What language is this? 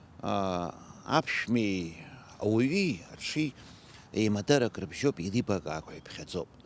Abkhazian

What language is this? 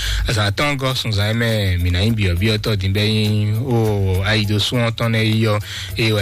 Fon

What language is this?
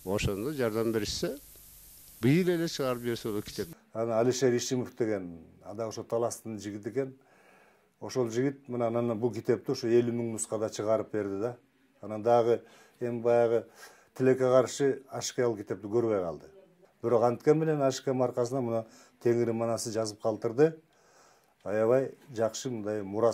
Kyrgyz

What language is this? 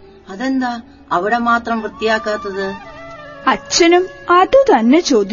Malayalam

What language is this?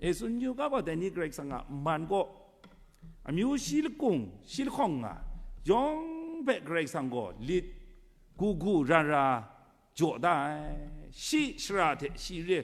Kachin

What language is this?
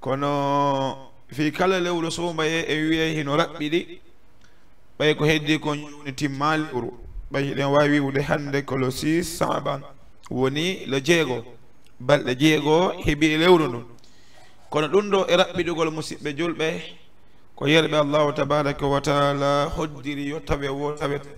Fula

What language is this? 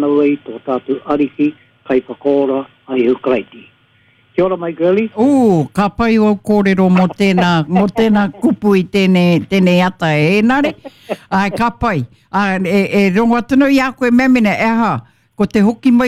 Māori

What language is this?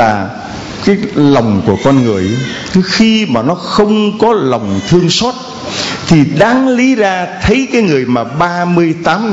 Vietnamese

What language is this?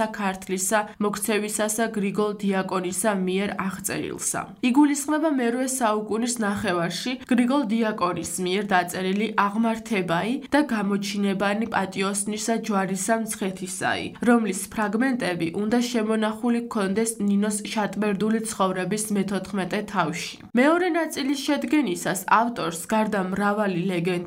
Georgian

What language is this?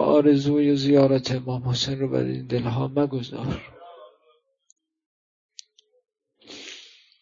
Persian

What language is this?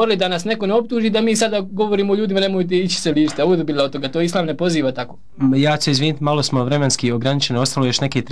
Bosnian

